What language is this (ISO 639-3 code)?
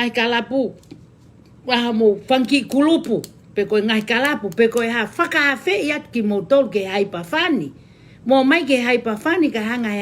ton